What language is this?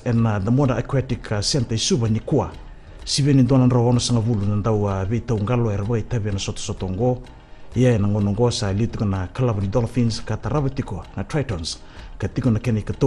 Fijian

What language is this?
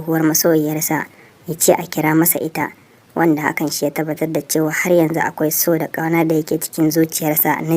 Hausa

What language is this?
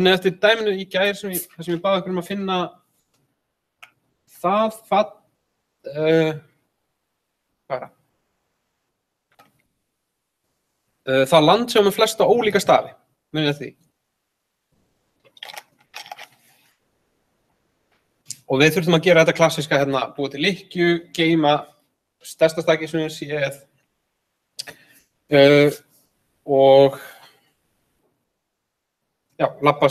Icelandic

